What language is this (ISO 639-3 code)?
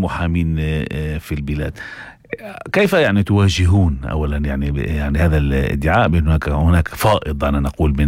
apc